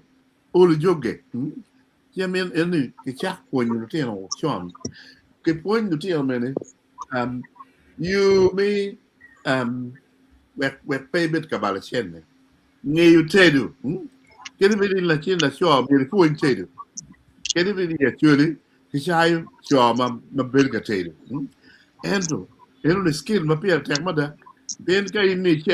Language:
Acoli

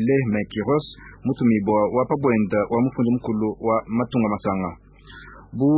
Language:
Luba-Lulua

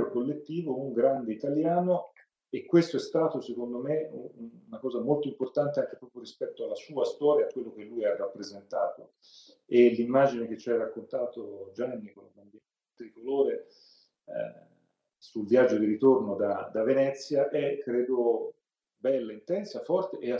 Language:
Italian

